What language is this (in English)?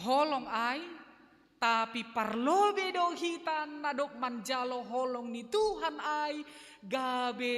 Batak Simalungun